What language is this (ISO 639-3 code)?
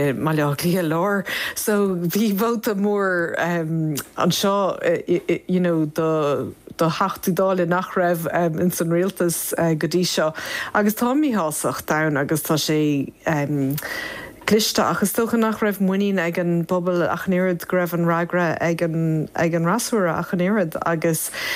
gle